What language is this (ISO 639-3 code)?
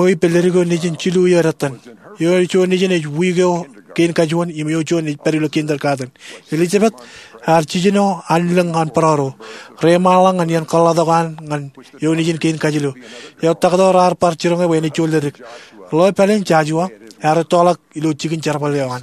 mah